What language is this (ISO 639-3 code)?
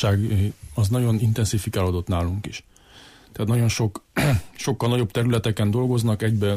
hun